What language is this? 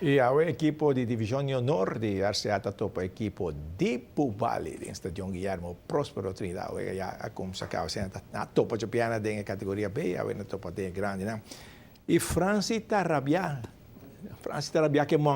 Papiamento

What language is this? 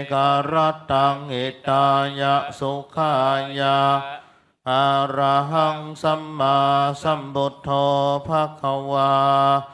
Pali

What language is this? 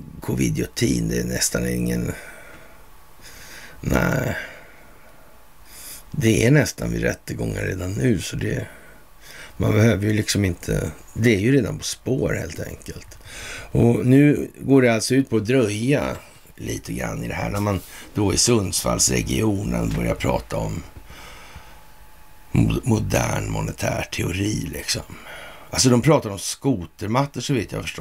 Swedish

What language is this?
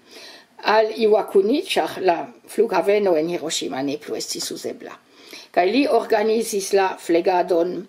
Esperanto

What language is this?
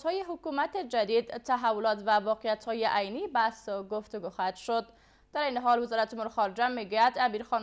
Persian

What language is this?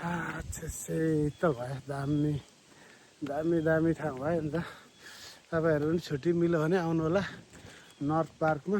Nepali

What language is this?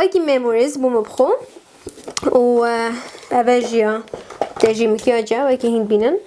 Kurdish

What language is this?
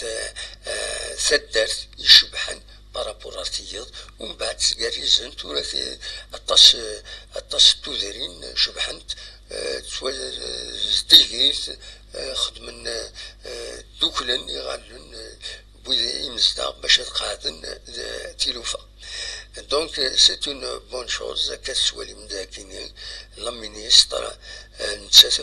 Kabyle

